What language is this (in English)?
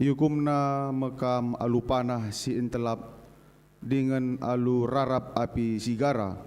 Batak Karo